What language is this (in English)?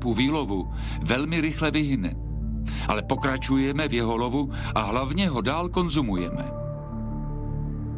Czech